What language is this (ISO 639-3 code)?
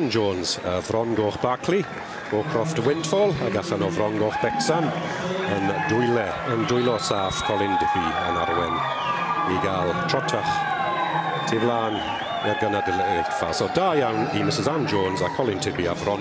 cym